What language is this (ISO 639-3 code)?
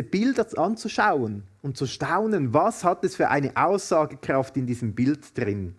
gsw